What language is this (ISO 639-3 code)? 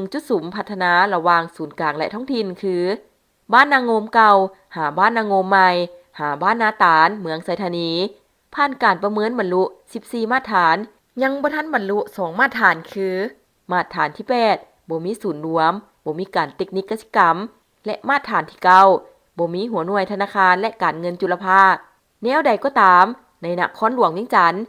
lao